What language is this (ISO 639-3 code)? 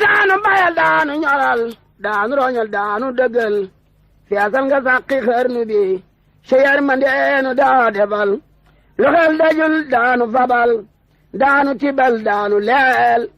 wol